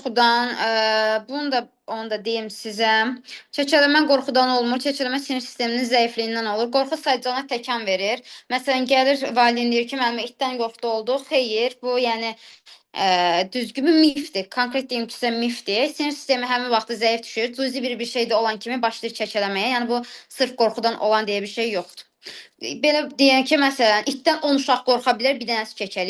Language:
Azerbaijani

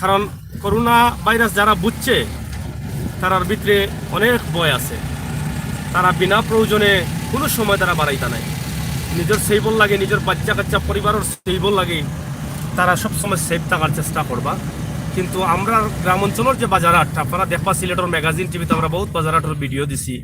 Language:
Sylheti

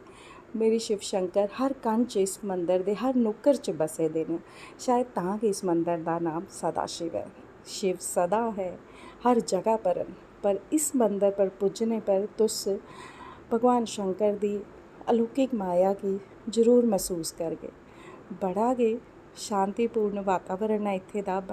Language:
Dogri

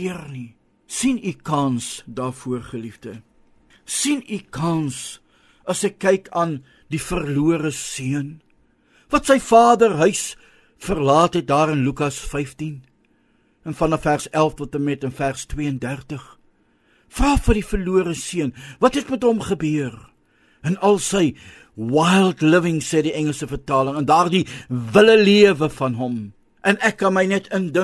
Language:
Afrikaans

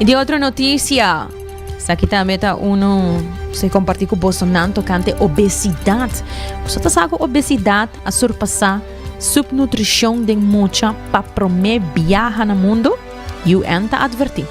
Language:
Papiamento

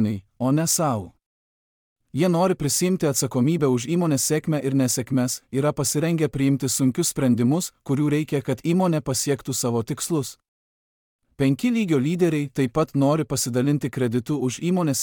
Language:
Lithuanian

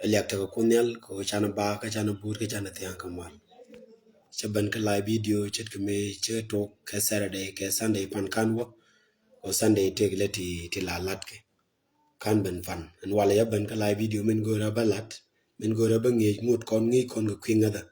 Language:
Nuer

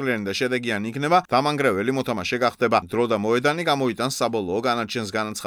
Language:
Georgian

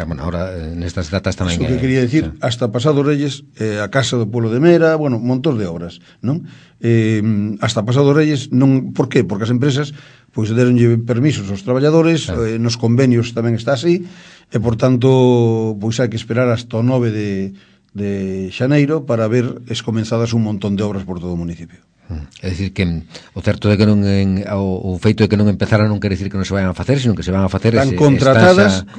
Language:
Galician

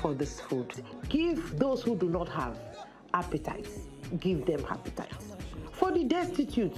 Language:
Nigerian Pidgin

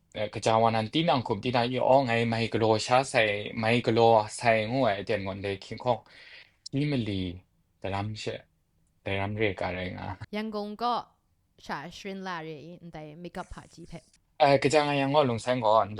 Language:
Kachin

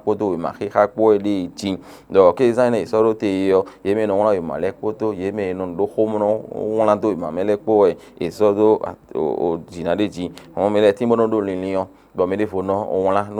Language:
Fon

